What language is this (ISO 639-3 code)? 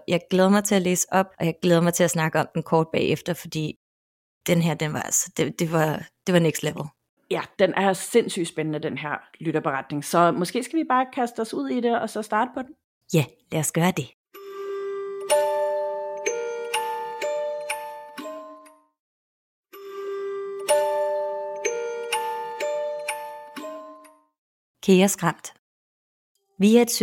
dan